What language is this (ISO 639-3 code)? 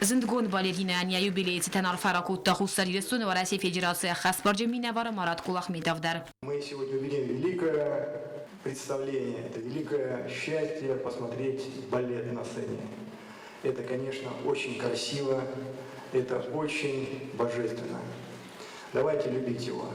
oss